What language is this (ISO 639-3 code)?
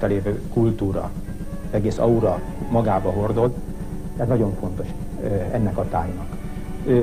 hun